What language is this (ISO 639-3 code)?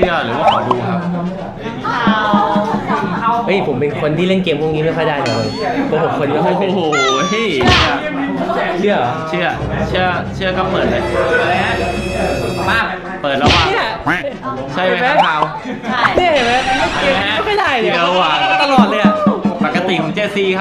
tha